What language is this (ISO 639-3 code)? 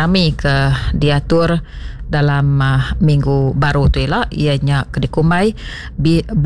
iba